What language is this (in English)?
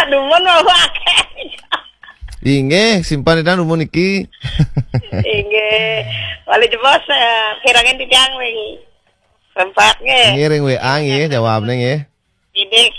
Balinese